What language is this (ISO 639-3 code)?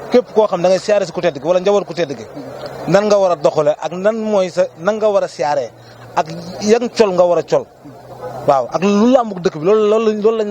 wol